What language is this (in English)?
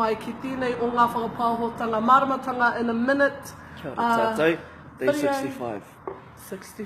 Māori